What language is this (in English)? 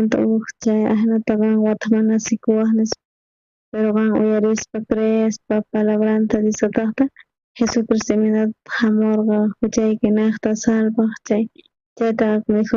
South Bolivian Quechua